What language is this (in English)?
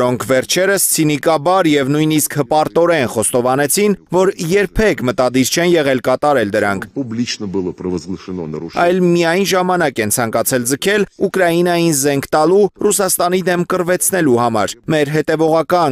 Armenian